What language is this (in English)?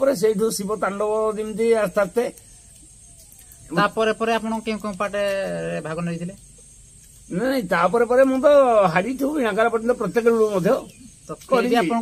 Odia